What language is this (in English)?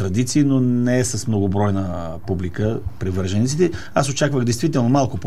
Bulgarian